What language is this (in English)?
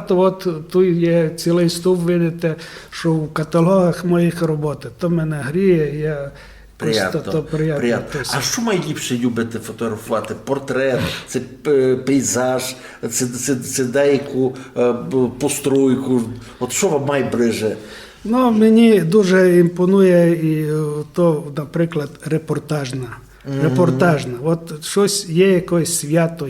Rusyn